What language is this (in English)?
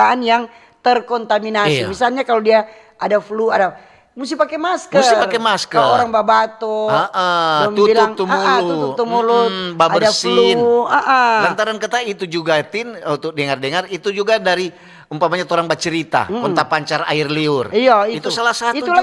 Manado Malay